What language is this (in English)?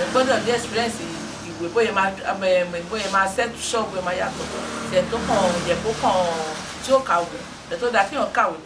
Yoruba